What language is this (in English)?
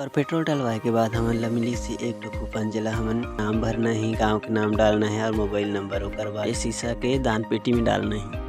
Chhattisgarhi